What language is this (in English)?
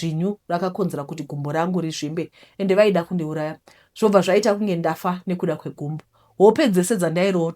Shona